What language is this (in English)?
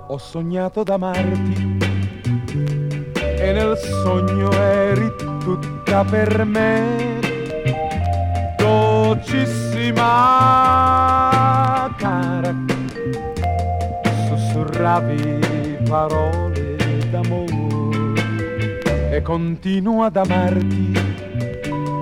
Italian